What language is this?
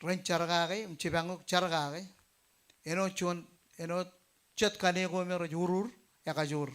Marshallese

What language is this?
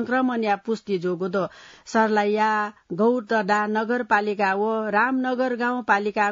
Newari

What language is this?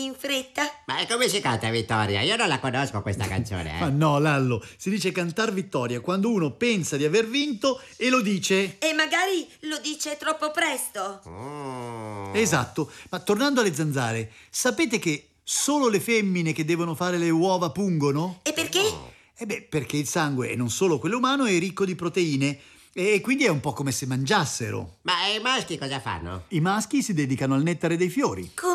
Italian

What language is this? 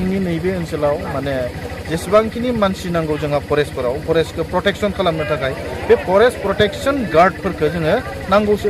Bodo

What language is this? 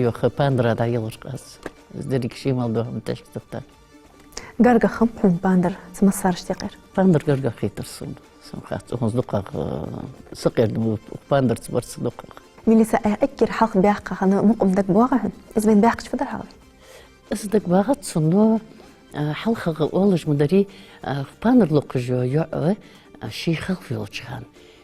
Ingush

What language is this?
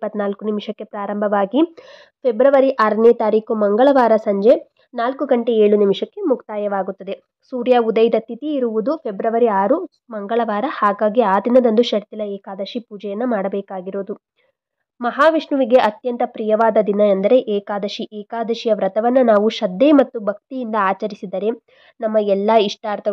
Kannada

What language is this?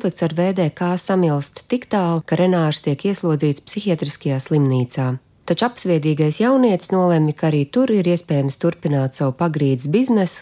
Latvian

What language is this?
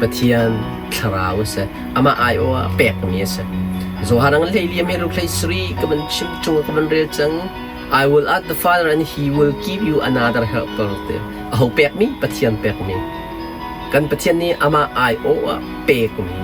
Hakha Chin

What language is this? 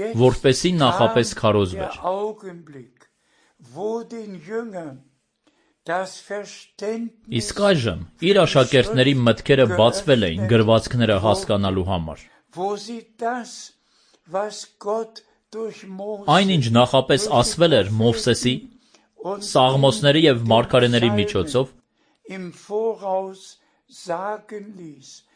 Armenian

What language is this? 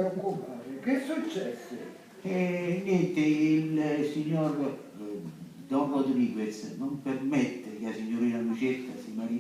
Sicilian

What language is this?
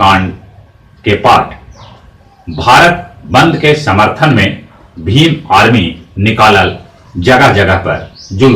Magahi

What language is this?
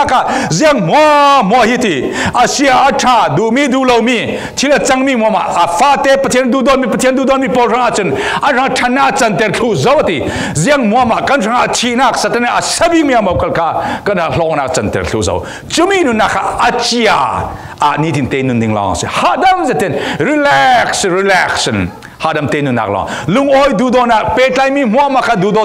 Falam Chin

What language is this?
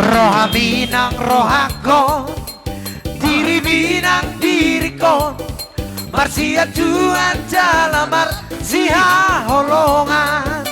Batak Toba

